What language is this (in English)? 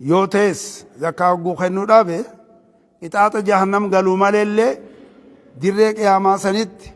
Oromo